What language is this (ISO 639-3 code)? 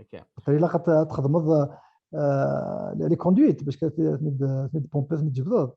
kab